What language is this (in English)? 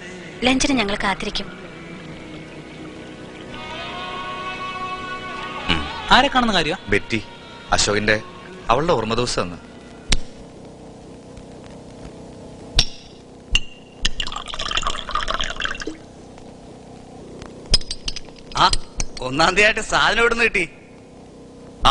Malayalam